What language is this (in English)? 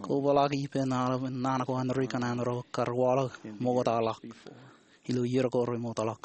Marshallese